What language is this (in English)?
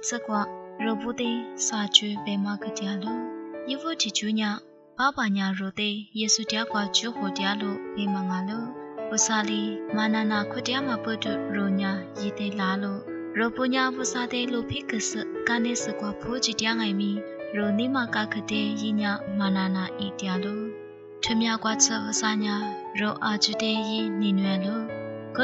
Lisu